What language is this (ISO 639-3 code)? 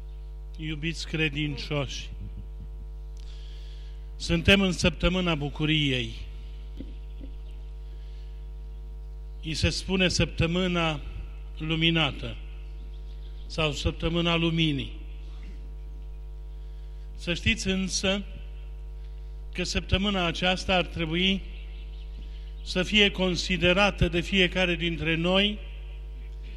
ron